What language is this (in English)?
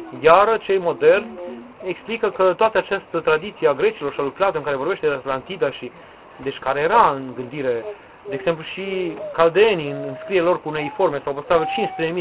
Romanian